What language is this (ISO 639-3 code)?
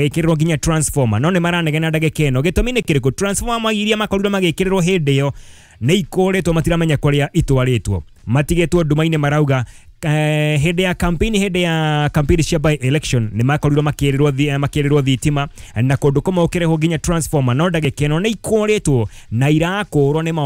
kik